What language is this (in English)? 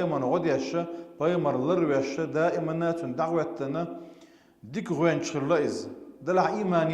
Chechen